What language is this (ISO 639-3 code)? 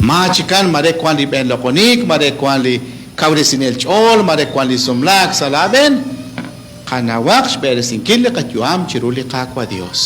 kek